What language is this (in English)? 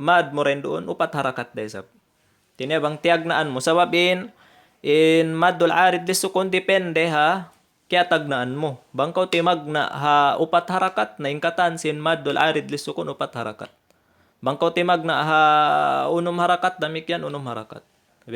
Tausug